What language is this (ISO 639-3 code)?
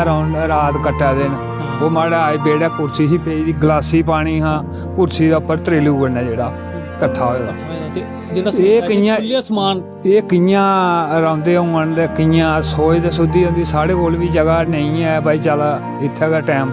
doi